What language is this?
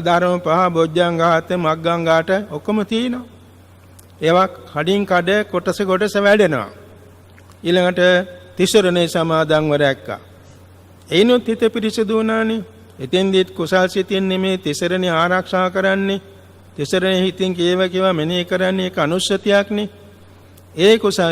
Sinhala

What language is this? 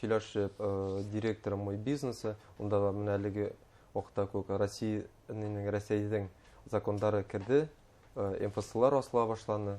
Bashkir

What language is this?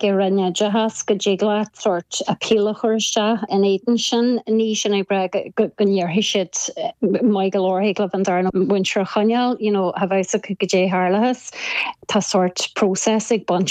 Irish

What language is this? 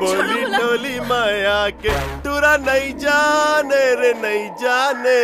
Chhattisgarhi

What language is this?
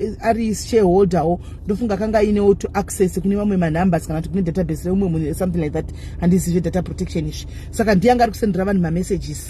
Shona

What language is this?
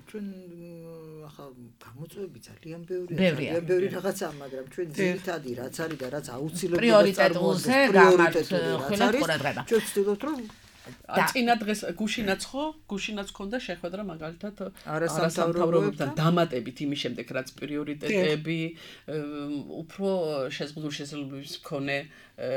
Georgian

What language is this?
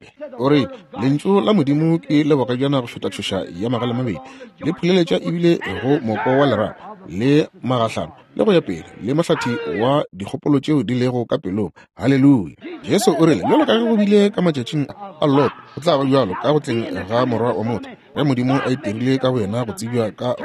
Northern Sotho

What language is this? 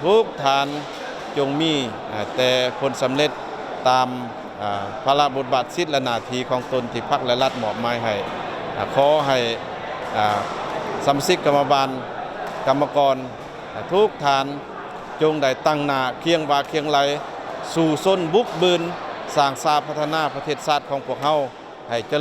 Lao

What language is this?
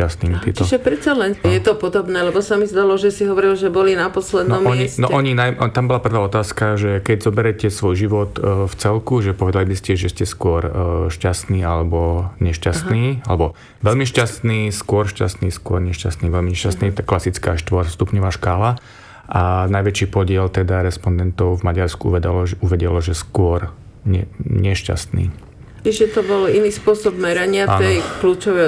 Slovak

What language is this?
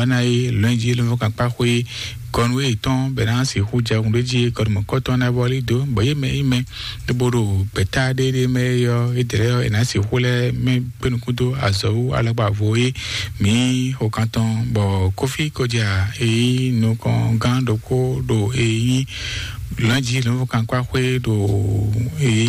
Fon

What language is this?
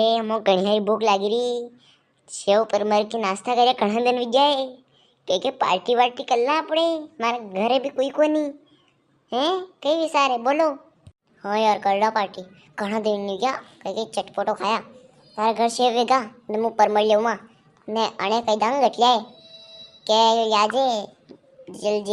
Rajasthani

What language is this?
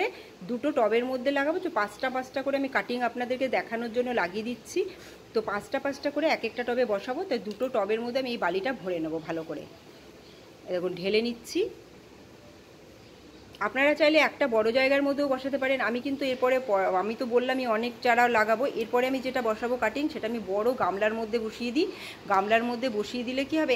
Bangla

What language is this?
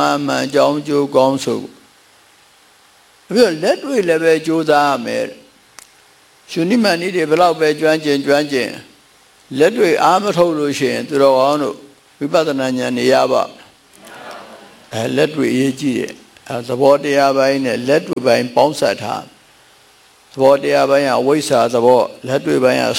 Burmese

